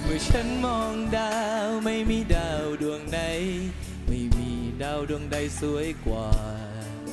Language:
Thai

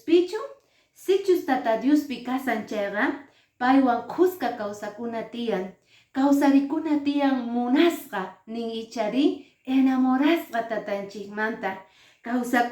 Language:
Quechua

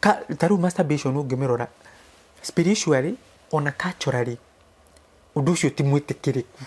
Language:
Kikuyu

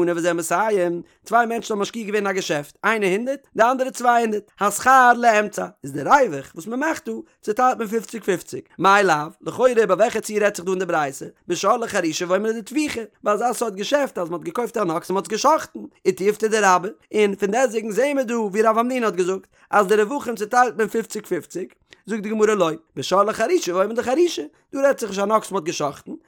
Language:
Yiddish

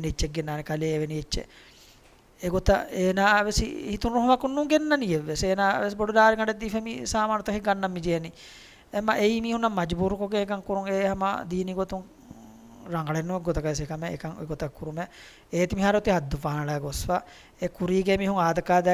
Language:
Divehi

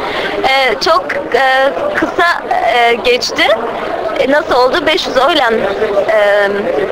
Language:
Zaza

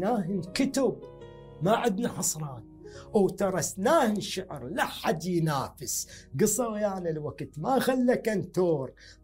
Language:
Mesopotamian Arabic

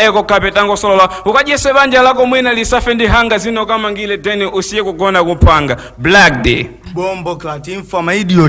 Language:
Nyanja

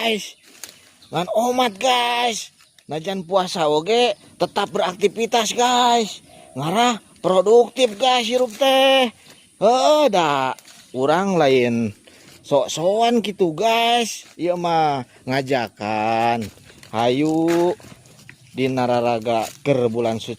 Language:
Sundanese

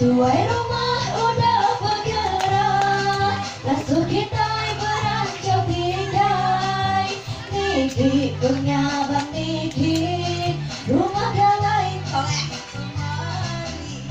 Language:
Iban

